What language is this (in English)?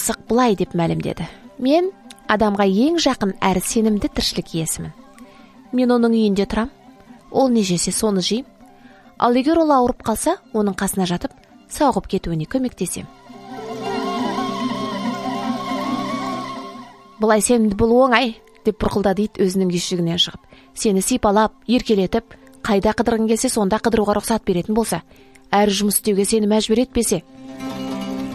Kazakh